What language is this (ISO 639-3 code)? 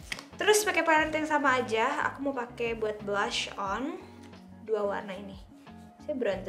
ind